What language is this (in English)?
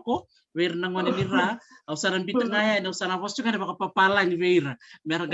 Fijian